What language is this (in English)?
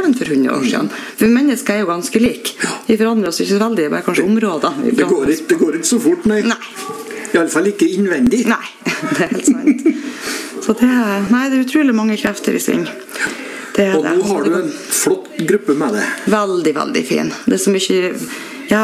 Norwegian